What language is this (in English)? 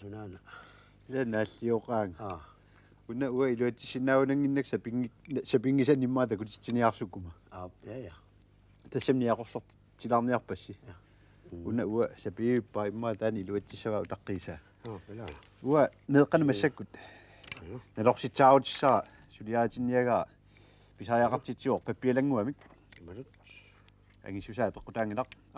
Kalaallisut